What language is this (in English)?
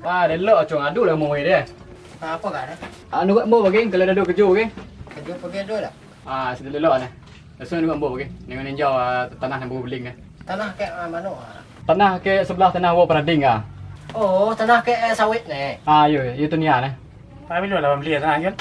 Minangkabau